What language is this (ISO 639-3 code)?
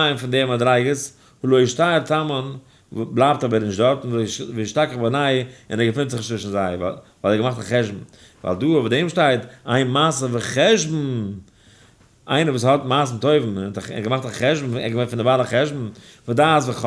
yid